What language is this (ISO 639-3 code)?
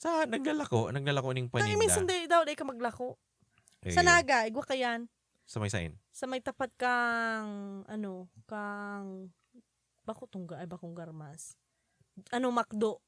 bik